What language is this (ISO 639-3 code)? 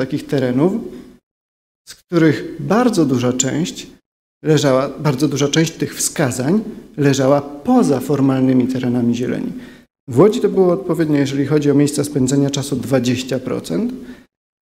pol